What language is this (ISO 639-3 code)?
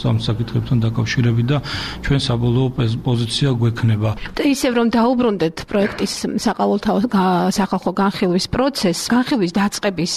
kat